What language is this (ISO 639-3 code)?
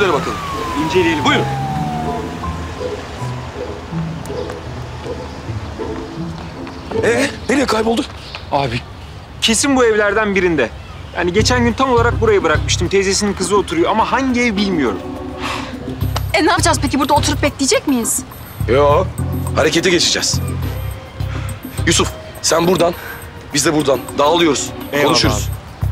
tur